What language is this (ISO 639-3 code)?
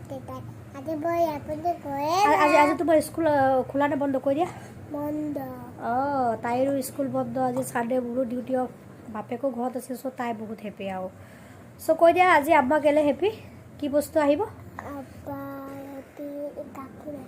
asm